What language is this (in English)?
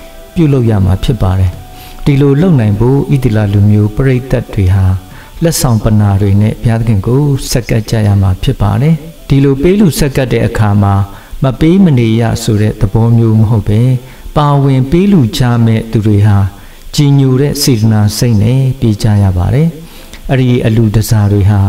Burmese